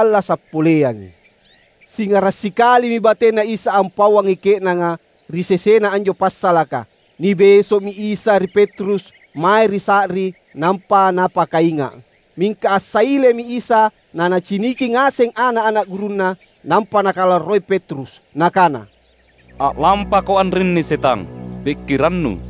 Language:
Makasar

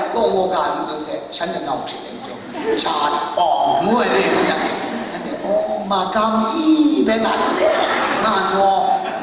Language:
Kachin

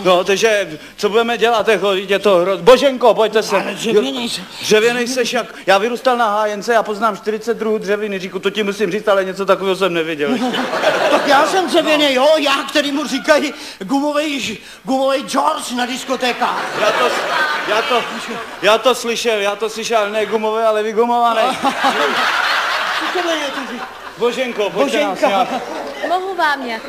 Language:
Czech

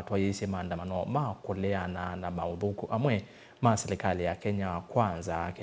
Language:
Kamba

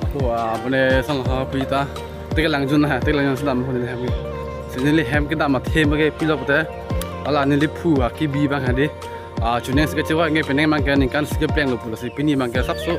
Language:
Karbi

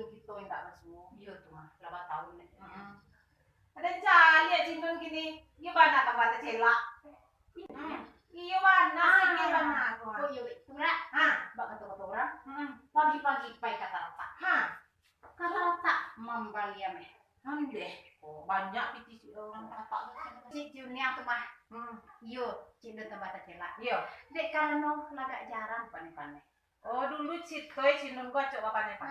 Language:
Minangkabau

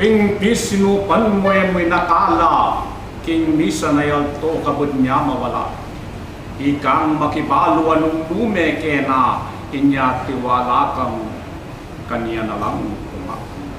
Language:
Pampanga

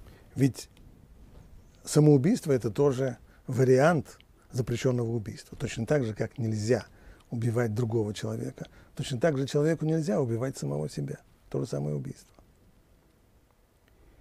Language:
Russian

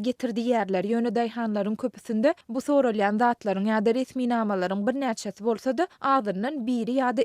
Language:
Turkmen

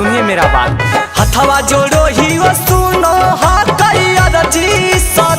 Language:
Magahi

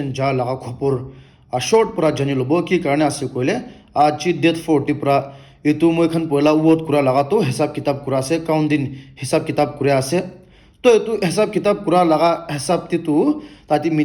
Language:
Naga Pidgin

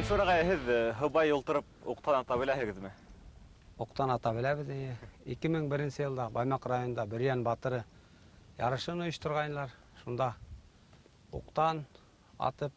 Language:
Bashkir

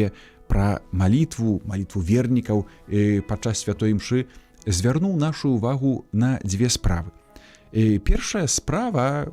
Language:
Belarusian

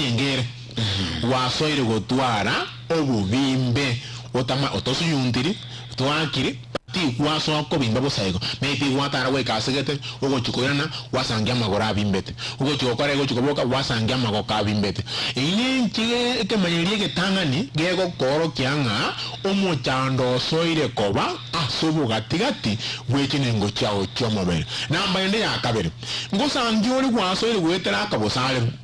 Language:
Gusii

